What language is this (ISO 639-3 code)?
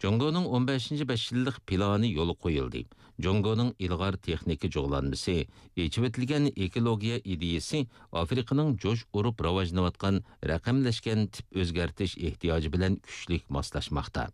uig